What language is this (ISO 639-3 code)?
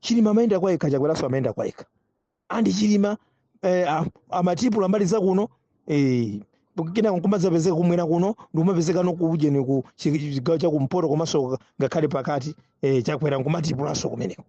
nya